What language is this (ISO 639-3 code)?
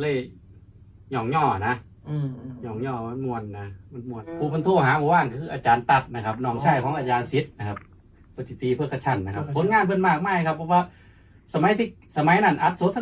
tts